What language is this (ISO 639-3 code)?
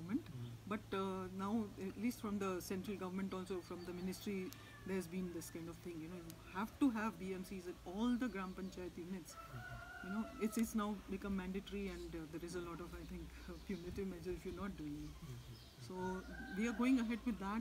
eng